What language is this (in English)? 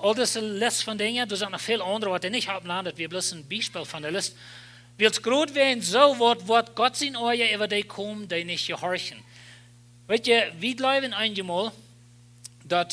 Plautdietsch